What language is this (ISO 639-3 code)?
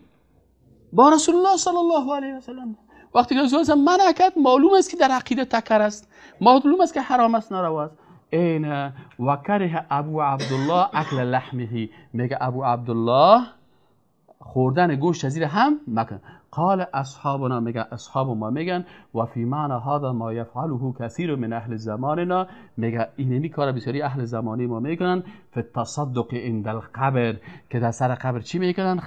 fas